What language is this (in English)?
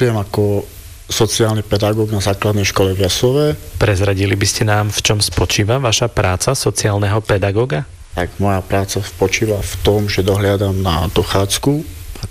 Slovak